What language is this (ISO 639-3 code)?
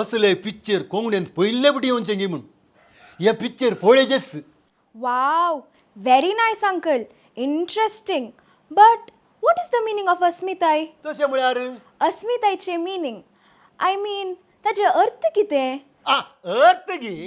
kok